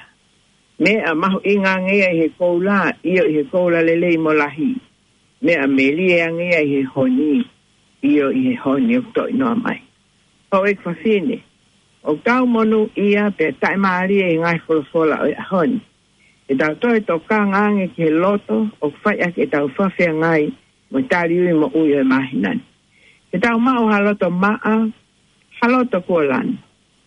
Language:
Tongan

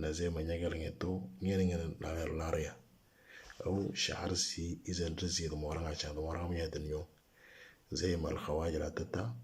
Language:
Moro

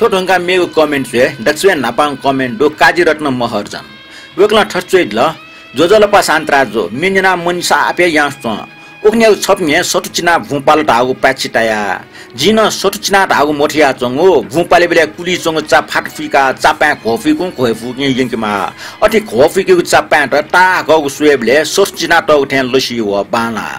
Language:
Newari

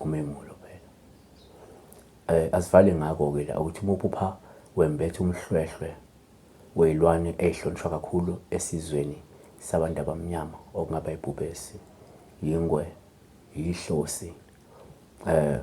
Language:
Zulu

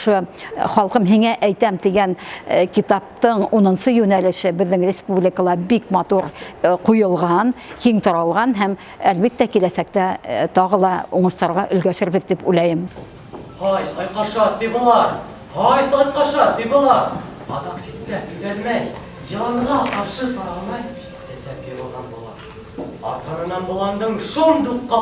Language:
Bashkir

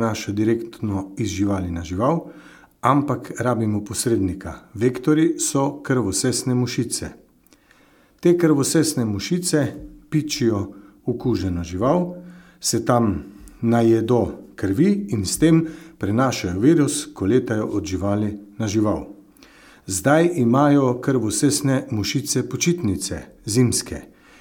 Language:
Slovenian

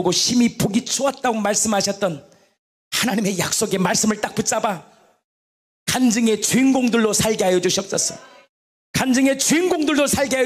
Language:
Korean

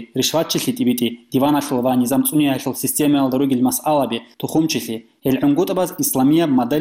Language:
Avaric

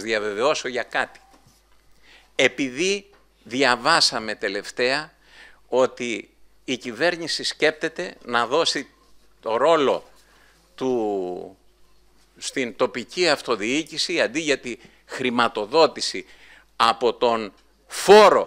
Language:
Greek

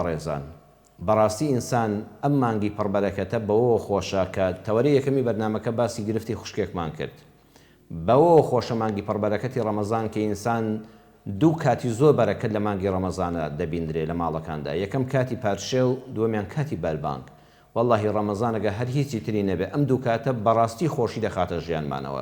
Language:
Central Kurdish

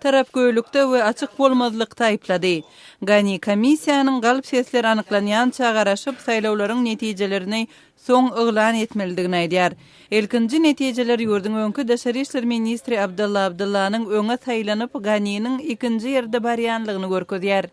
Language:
Turkmen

